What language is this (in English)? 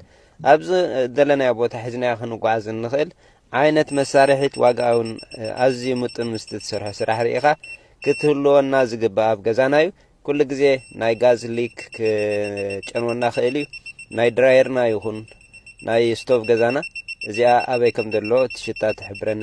Tigrinya